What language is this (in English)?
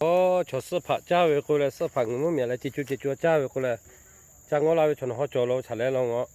Lahu